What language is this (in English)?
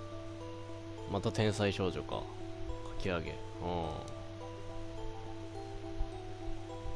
Japanese